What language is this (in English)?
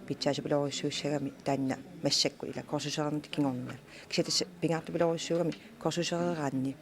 Kalaallisut